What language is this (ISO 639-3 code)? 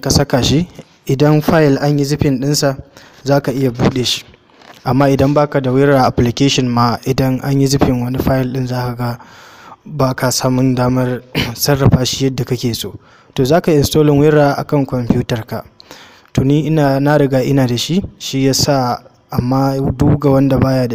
hau